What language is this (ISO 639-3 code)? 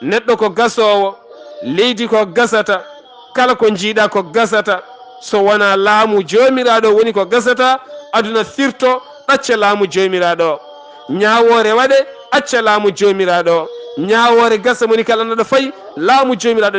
ful